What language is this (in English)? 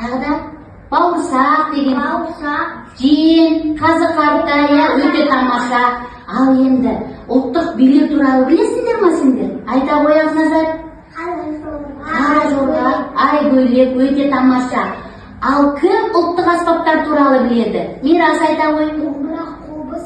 Kazakh